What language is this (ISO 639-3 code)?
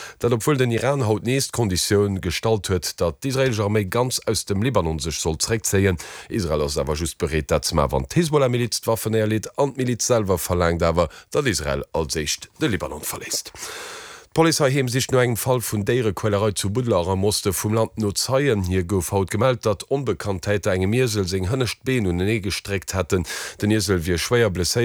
ltz